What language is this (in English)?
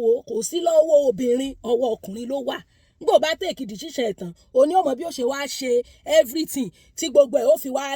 Yoruba